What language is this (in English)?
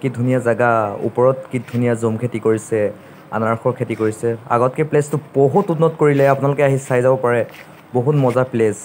Assamese